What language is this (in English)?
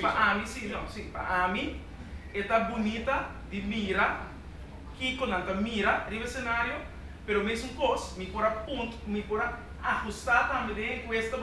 Papiamento